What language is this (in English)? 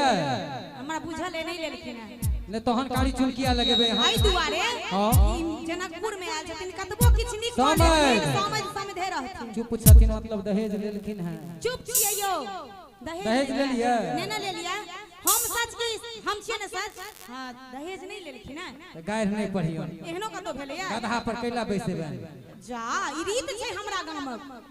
Maithili